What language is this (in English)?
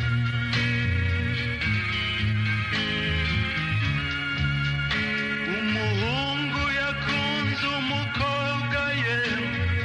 Kinyarwanda